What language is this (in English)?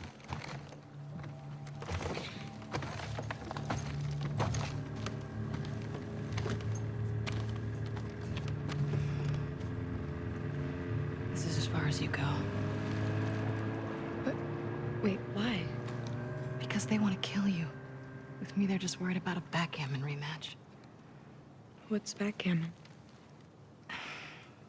English